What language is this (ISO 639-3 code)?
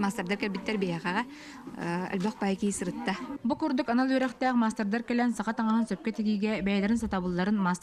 sah